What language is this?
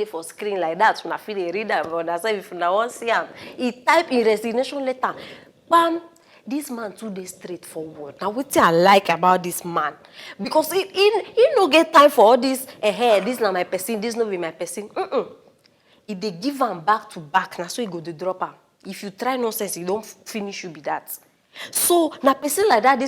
Nigerian Pidgin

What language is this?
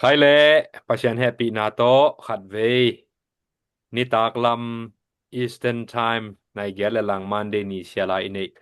Tedim Chin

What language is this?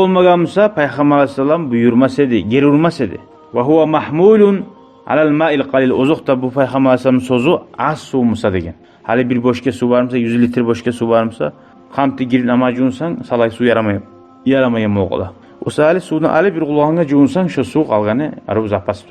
Kumyk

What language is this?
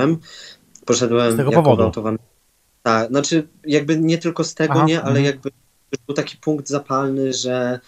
Polish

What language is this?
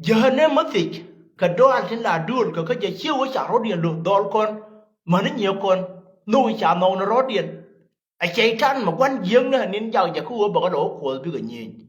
Nuer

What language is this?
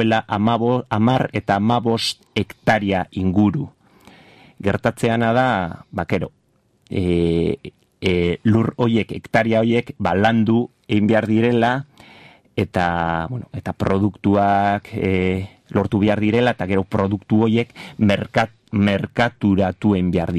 Basque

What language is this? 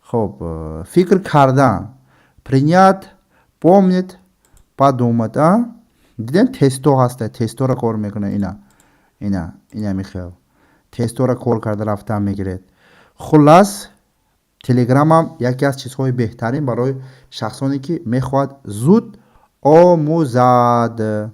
Tajik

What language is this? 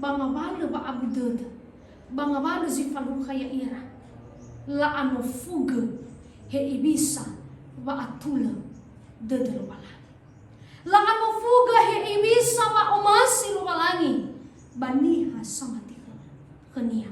Nias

